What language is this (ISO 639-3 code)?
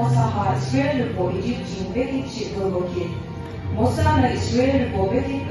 yim